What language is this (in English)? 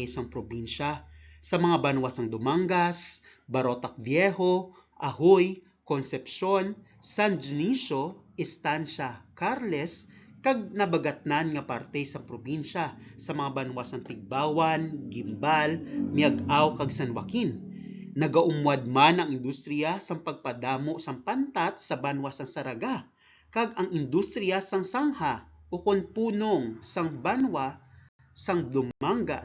Hiligaynon